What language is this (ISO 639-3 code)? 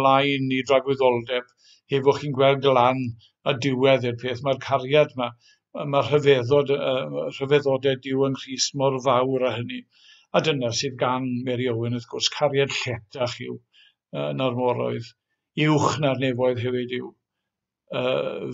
cym